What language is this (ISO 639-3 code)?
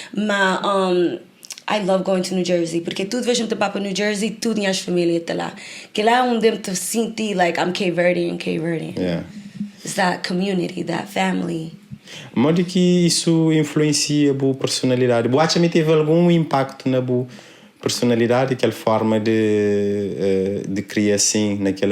kea